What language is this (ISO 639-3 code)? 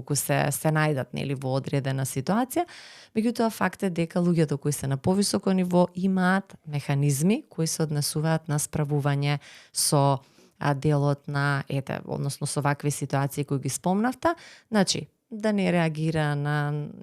mkd